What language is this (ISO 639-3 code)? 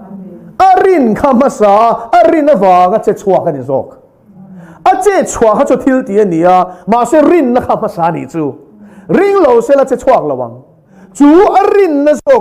lus